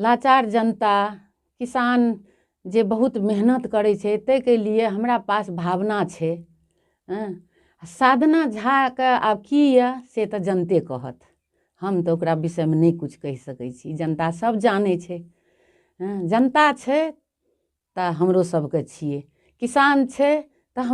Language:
Maithili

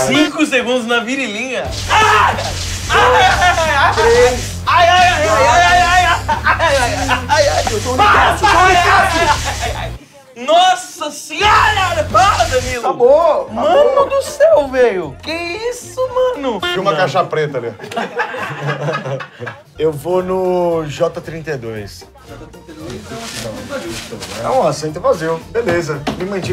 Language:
Portuguese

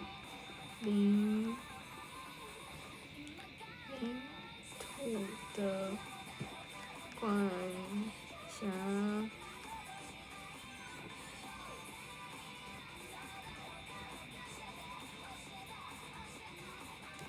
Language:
Chinese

